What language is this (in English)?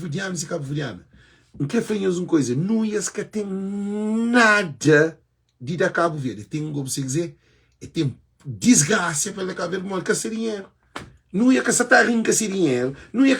Kabuverdianu